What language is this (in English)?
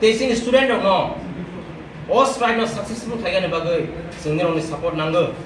Kok Borok